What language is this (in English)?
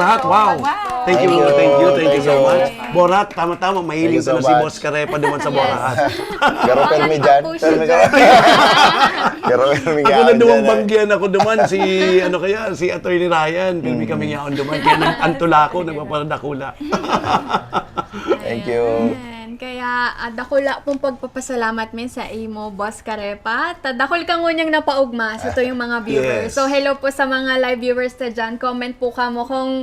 Bikol